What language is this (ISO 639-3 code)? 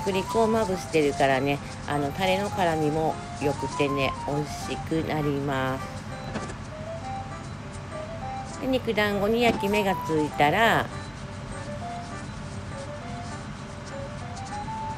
jpn